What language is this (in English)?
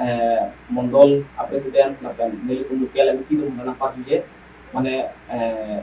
Karbi